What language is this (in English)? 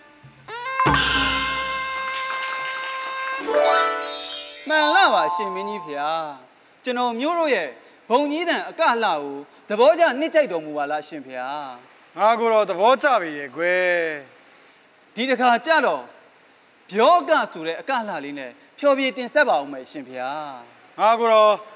Burmese